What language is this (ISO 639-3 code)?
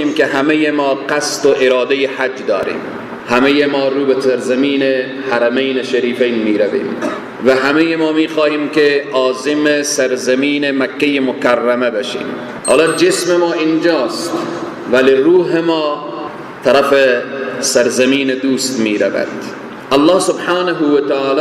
fas